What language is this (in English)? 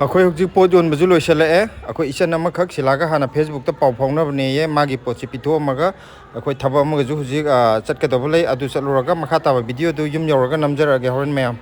Manipuri